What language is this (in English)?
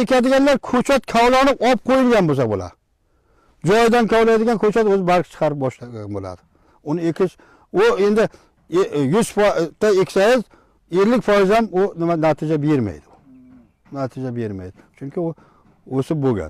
Uzbek